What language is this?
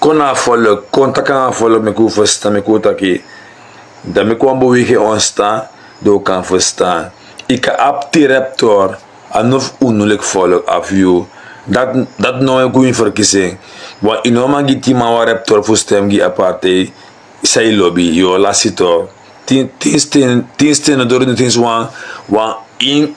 Sranan Tongo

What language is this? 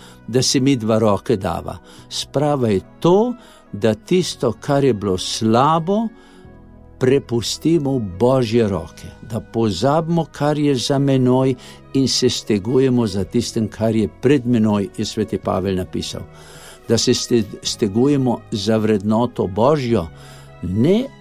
Slovenian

